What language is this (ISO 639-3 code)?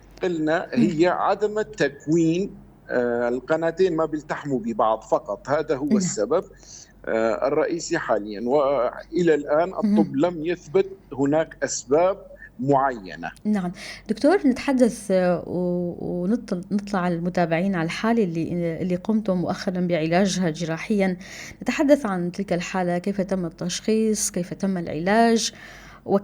apc